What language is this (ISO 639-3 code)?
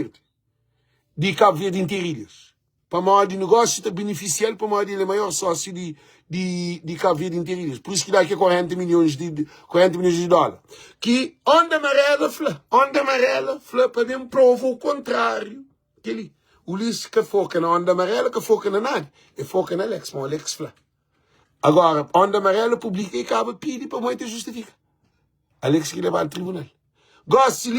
kea